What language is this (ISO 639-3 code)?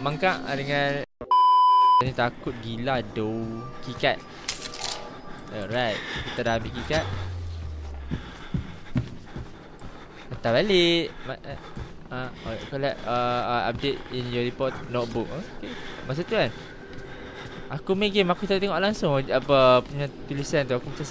msa